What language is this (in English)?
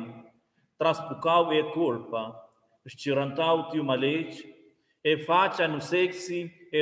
Romansh